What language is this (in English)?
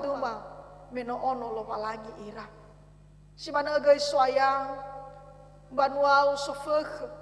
Nias